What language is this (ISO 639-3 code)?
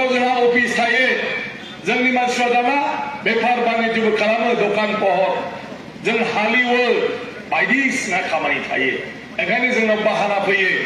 brx